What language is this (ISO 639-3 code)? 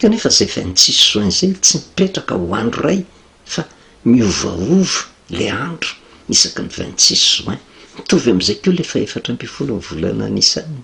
mlg